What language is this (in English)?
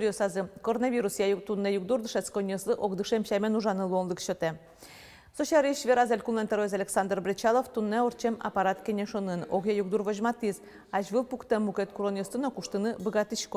Udmurt